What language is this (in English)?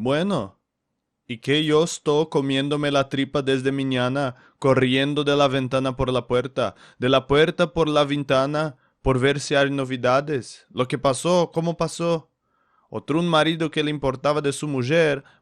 Ladino